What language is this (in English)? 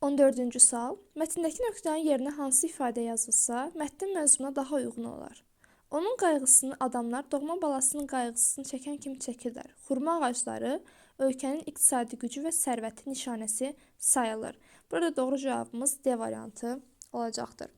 Azerbaijani